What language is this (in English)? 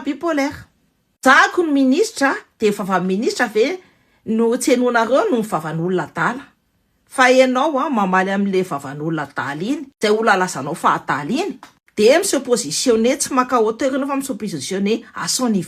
Malagasy